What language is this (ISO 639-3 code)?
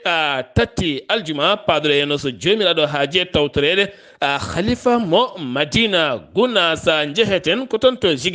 ful